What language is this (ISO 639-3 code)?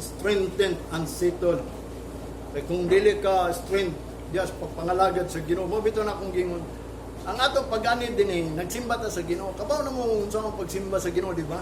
ceb